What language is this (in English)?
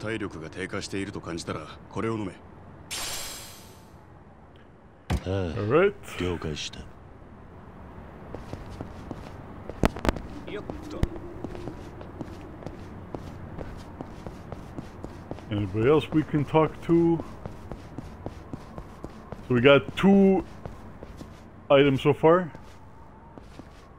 Japanese